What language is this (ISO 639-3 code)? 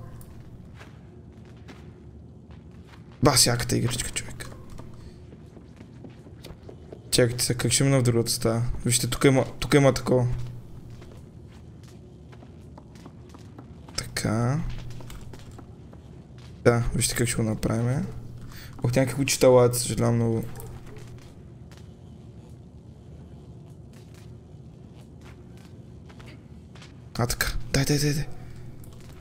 bul